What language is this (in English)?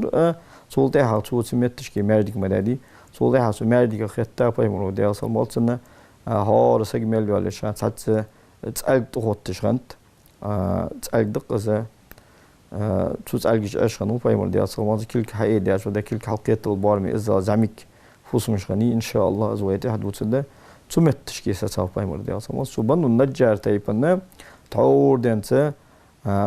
Ingush